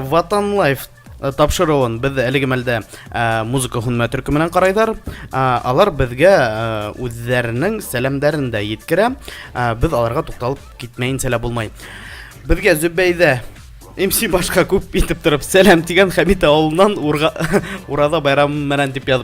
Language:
Bashkir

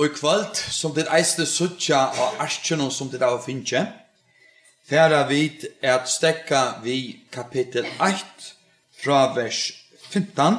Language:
Faroese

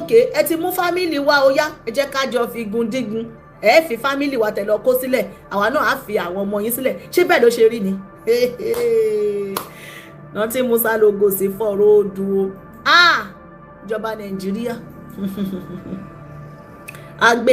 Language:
Yoruba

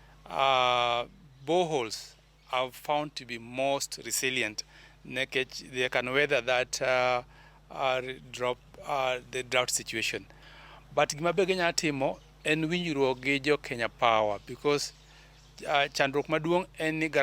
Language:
Luo (Kenya and Tanzania)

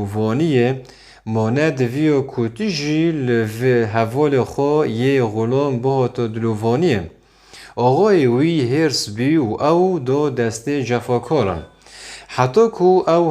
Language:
Kurdish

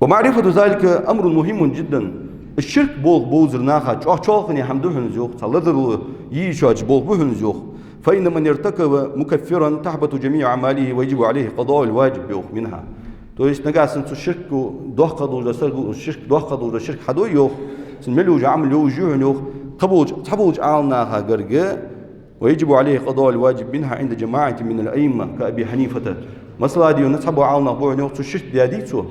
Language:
Ingush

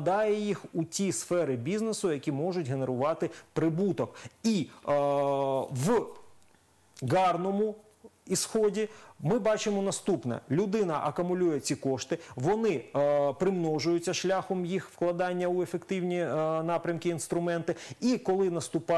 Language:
Ukrainian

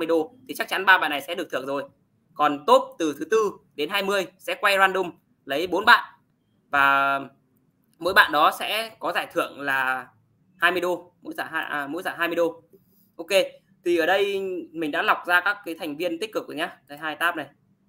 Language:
Vietnamese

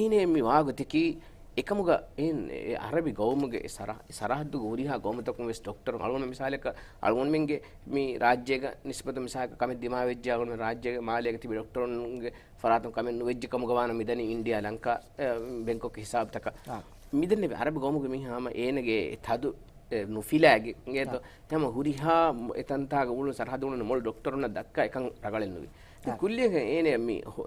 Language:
Divehi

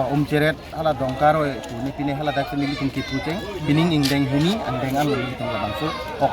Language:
Karbi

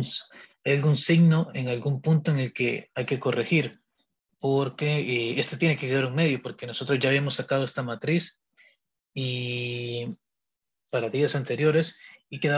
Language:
Spanish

